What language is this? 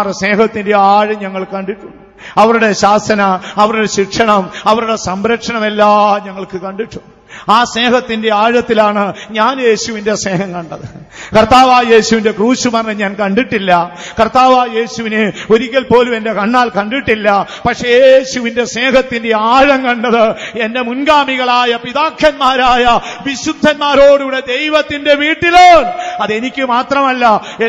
Malayalam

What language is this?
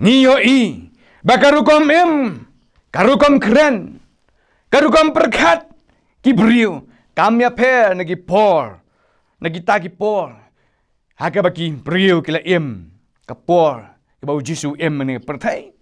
Khasi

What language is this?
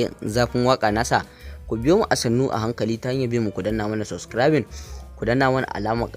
Hausa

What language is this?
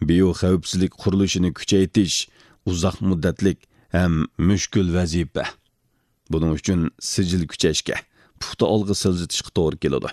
Uyghur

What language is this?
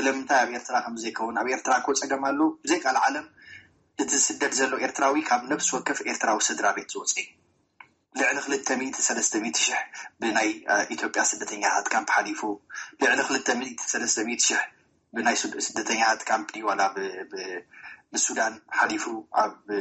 Tigrinya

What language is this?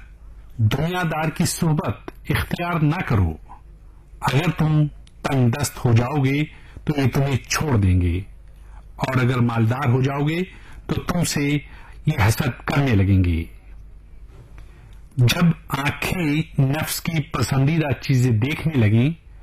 Urdu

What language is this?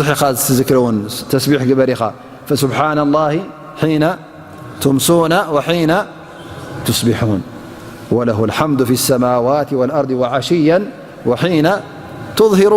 Tigrinya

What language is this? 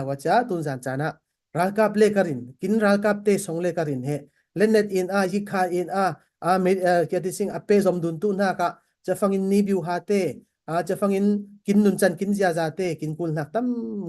Falam Chin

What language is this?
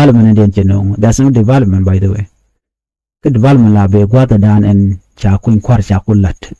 Nuer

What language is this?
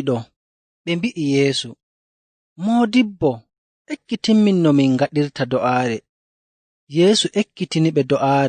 Nigerian Fulfulde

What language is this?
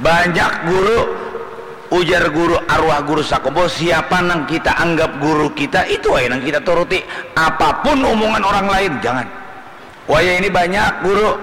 Banjar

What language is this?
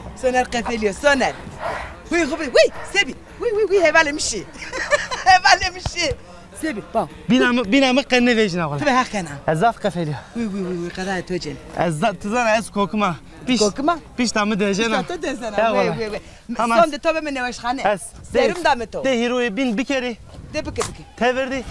Zaza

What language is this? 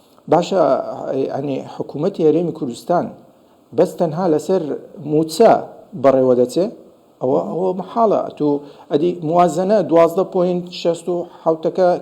Central Kurdish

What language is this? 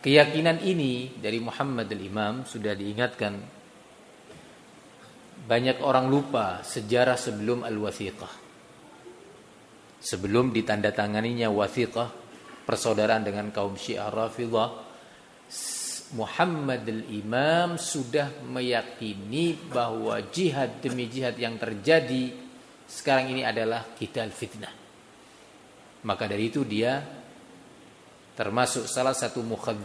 Indonesian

